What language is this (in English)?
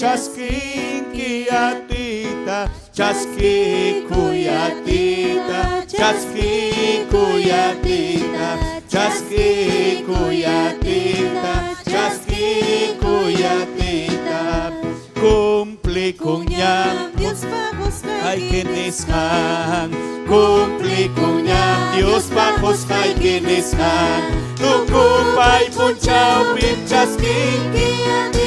Ayacucho Quechua